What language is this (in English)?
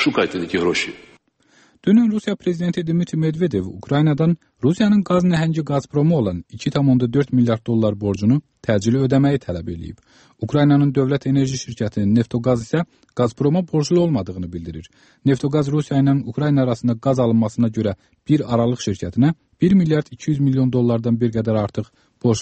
Azerbaijani